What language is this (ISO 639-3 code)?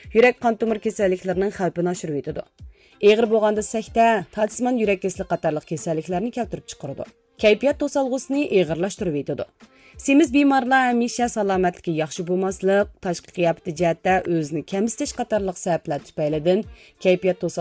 uig